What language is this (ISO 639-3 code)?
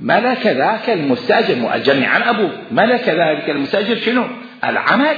acm